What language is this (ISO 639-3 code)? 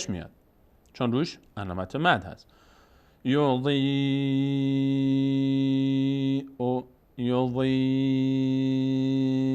fas